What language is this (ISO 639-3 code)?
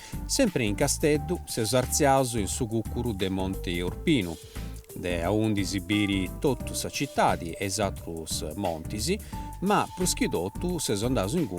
srd